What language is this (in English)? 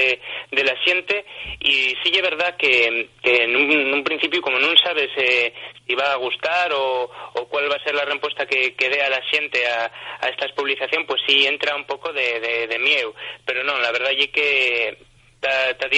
Asturian